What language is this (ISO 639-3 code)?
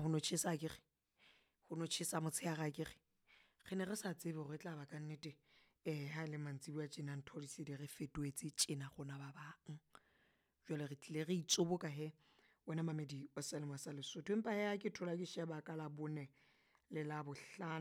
sot